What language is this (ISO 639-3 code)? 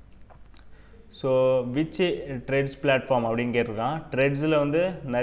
tam